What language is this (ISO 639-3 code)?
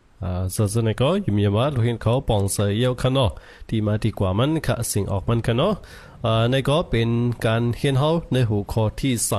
shn